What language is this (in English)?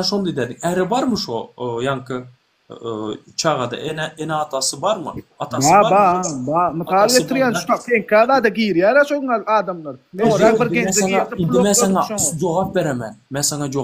Turkmen